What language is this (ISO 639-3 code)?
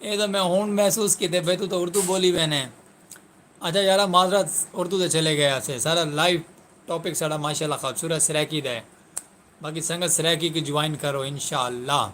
skr